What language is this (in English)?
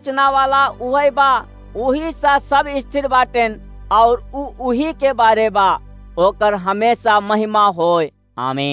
Awadhi